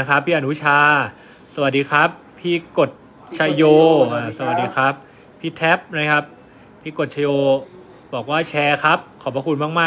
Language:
Thai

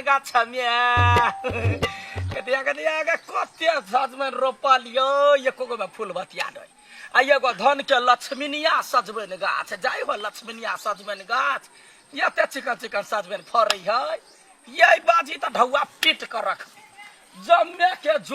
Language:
Maithili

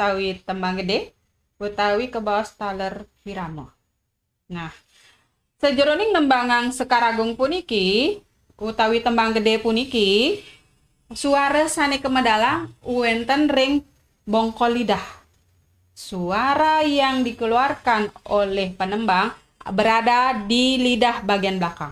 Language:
Balinese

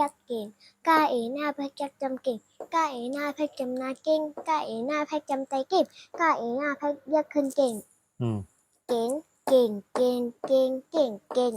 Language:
Shan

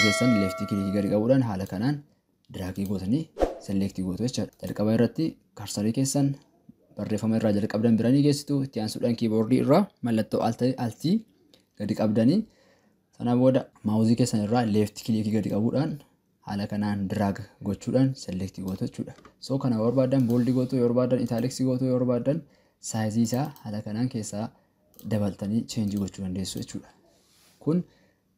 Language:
Oromo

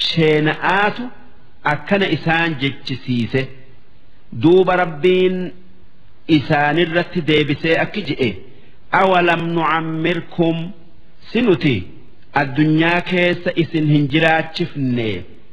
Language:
Oromo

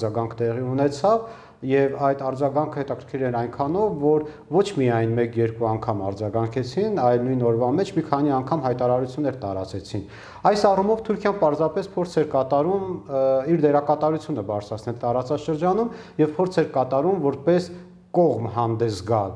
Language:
Armenian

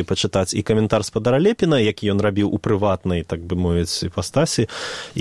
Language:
Belarusian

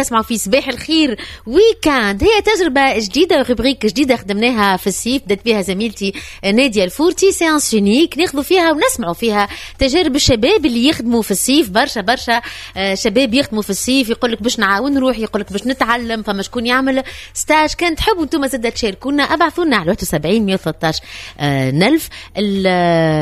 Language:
Tunisian Arabic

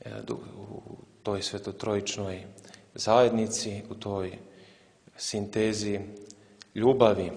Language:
Serbian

